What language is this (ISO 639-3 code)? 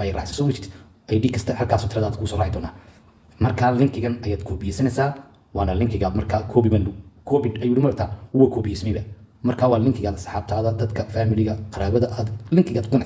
som